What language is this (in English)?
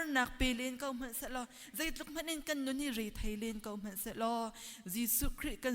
Hakha Chin